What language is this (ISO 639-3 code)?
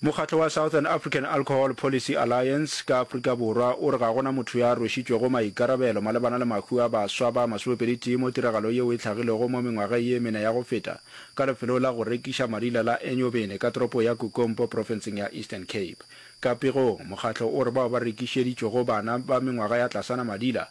nso